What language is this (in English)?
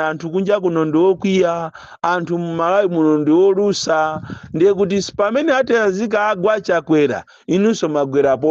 Nyanja